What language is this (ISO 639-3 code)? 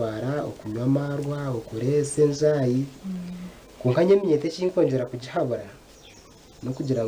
nyn